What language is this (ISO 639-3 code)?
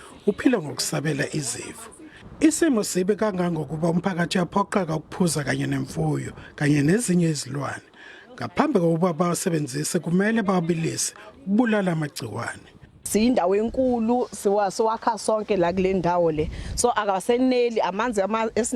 zul